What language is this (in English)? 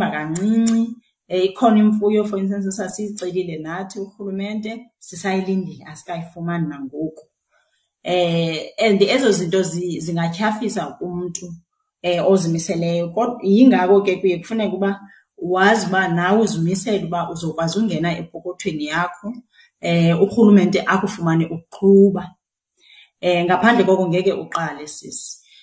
Xhosa